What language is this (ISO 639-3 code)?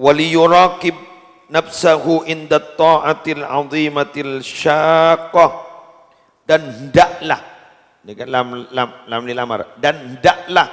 mad